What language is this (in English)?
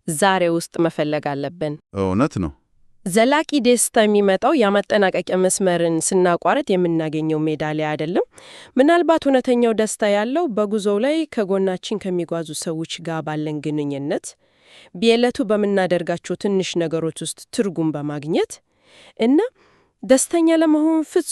Amharic